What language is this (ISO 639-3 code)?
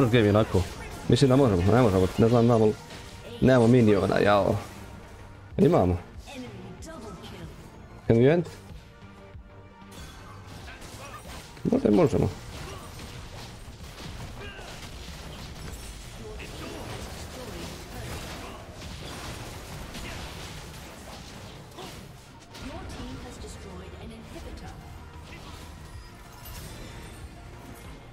hrv